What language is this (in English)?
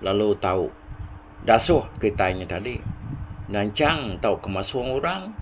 Iban